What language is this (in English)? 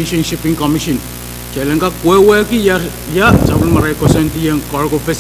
Pohnpeian